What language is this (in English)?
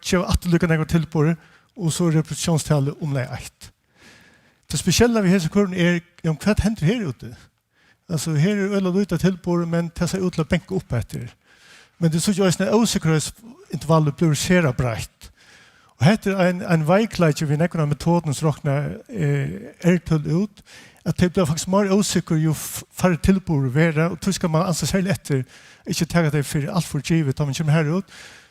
Faroese